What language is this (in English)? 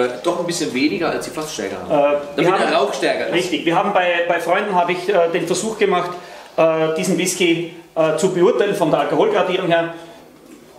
German